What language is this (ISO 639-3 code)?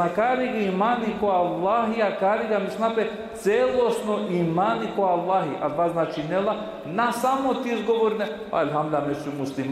rmn